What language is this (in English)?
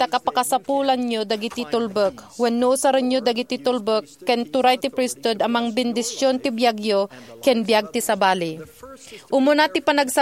Iloko